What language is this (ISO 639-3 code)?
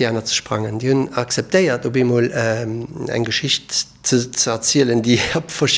ltz